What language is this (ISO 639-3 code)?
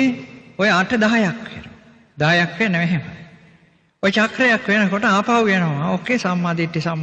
sin